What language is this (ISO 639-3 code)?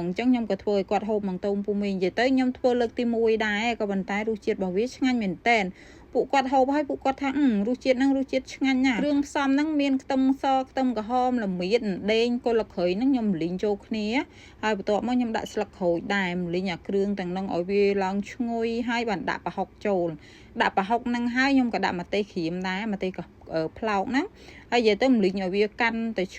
khm